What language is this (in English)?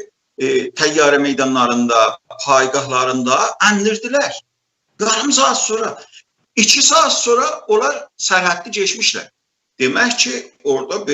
South Azerbaijani